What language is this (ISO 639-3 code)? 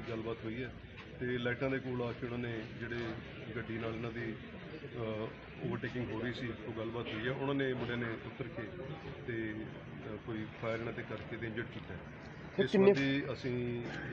pan